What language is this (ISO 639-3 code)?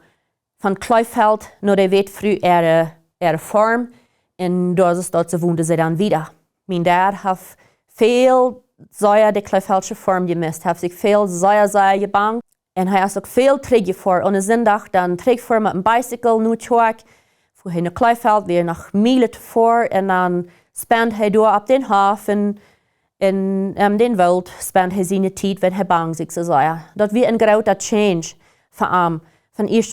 pdt